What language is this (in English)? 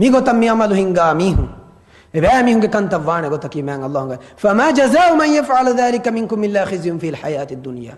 Divehi